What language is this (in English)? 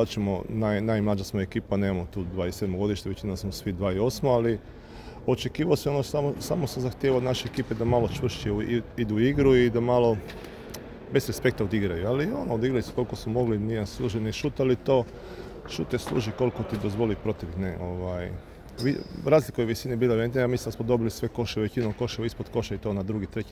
Serbian